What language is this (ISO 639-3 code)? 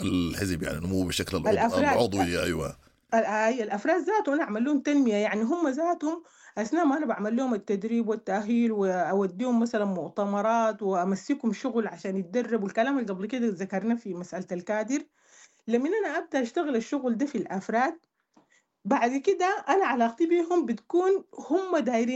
apd